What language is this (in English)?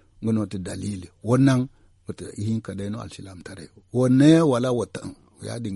Zarma